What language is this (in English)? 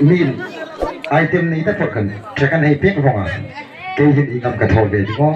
Hmar